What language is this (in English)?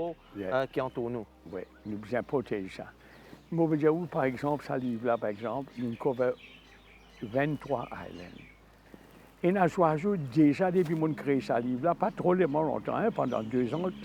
Morisyen